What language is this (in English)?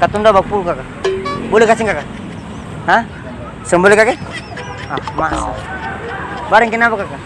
Ambonese Malay